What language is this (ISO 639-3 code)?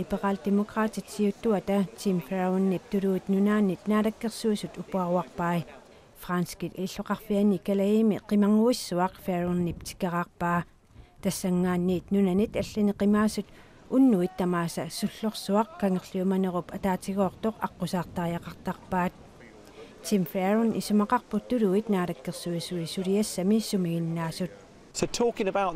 kal